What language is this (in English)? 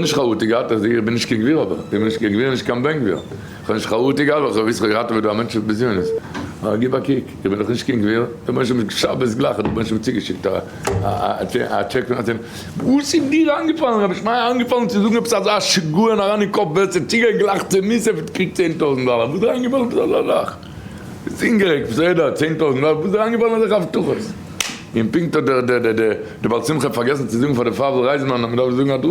Yiddish